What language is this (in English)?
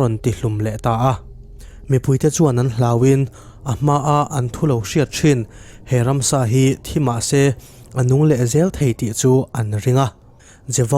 Mizo